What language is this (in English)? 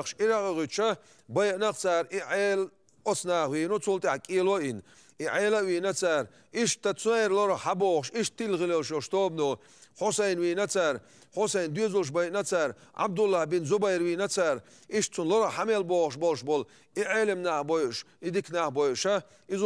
Chechen